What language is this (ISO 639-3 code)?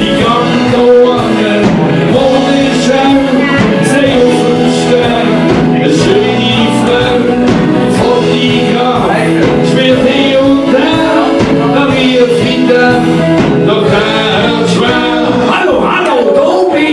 gsw